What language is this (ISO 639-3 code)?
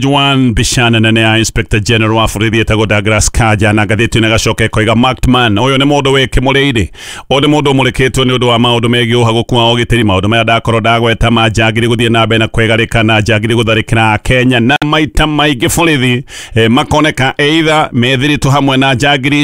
kik